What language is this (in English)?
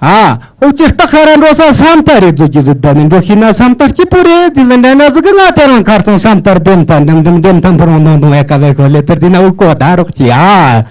Tibetan